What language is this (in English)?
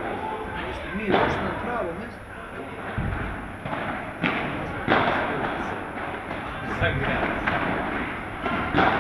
Croatian